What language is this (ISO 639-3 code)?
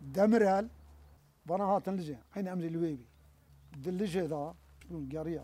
kur